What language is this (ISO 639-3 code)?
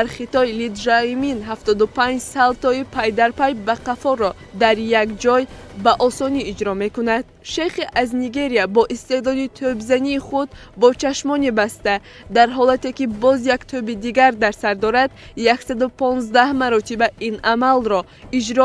tgk